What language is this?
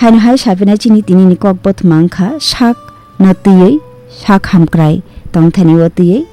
Kok Borok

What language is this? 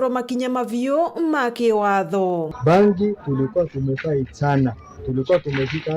Meru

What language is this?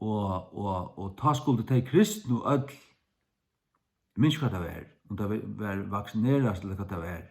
Faroese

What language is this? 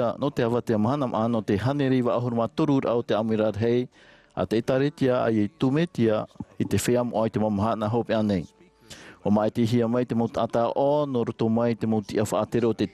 Tahitian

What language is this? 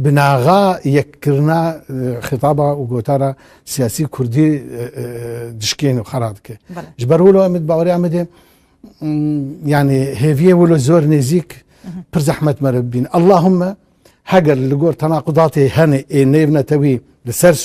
Kurdish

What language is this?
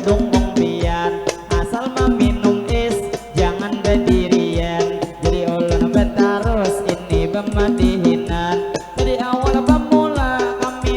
Banjar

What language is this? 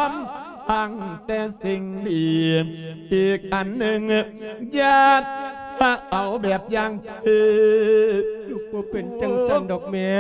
Lao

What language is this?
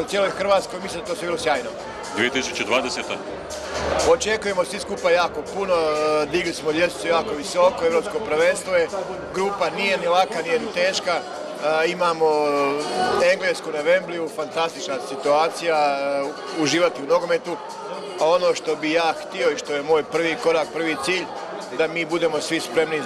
Croatian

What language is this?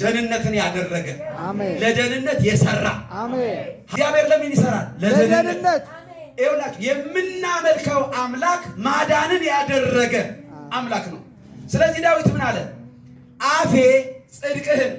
Amharic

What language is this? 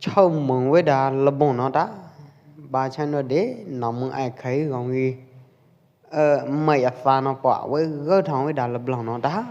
Pwo Eastern Karen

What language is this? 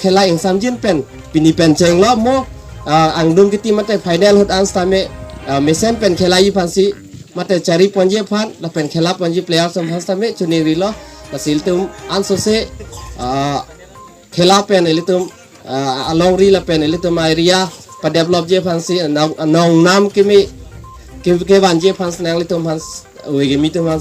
Karbi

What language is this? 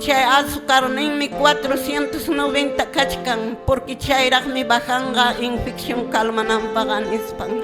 Quechua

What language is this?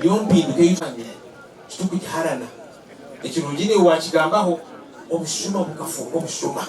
Nyankole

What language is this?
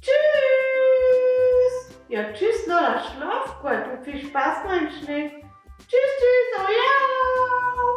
Swiss German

